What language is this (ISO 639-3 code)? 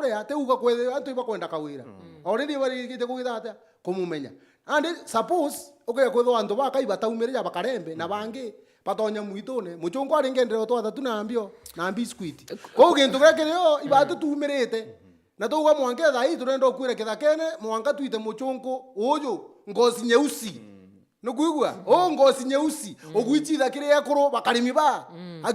mer